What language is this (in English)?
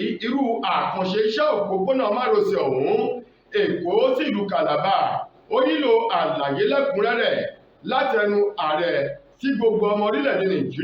Yoruba